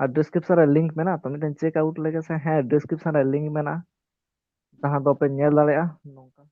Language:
Santali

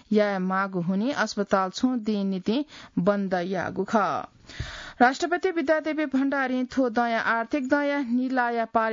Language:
Newari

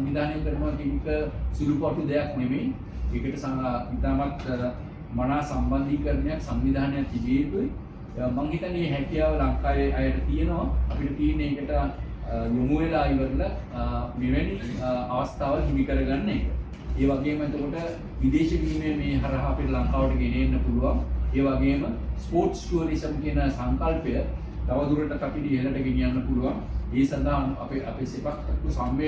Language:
Sinhala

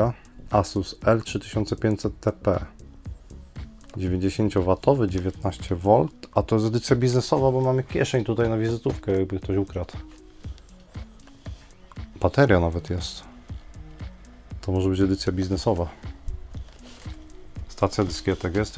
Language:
Polish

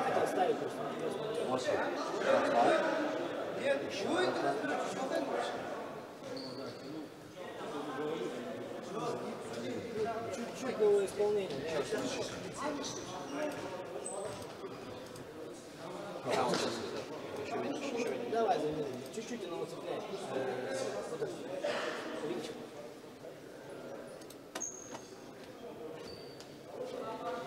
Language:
Russian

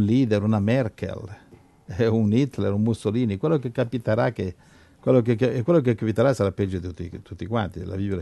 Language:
Italian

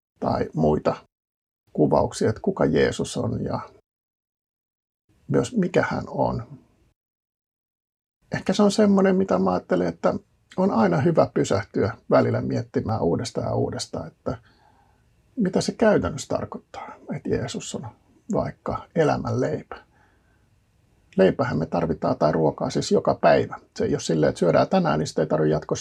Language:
Finnish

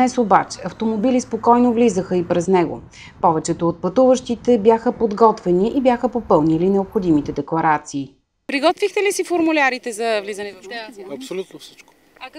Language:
Bulgarian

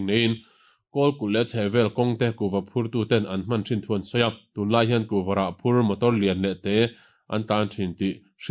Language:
Mizo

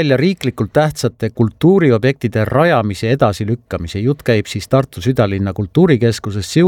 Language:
Estonian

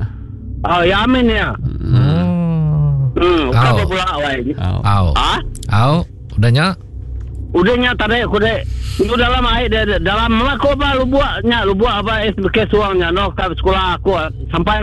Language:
Iban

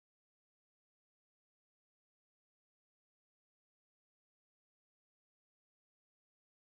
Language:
Polish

